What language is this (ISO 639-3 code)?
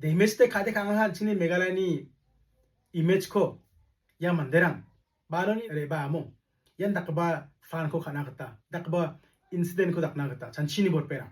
grt